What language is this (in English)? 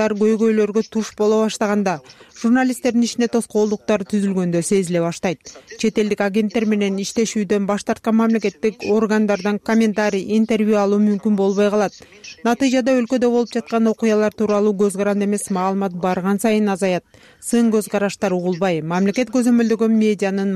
Kyrgyz